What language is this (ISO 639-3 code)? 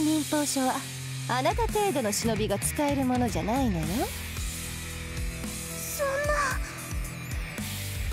jpn